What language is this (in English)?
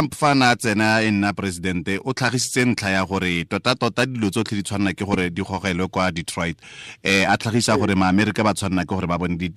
Tswana